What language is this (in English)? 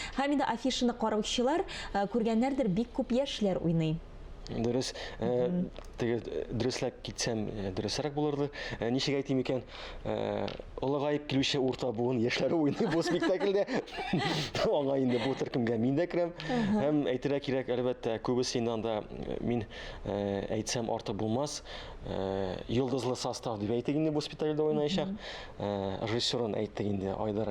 Tatar